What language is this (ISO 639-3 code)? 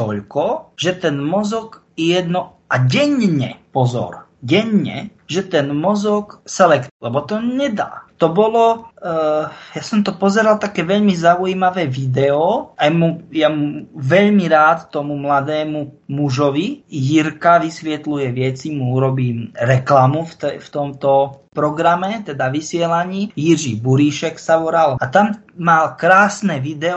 slk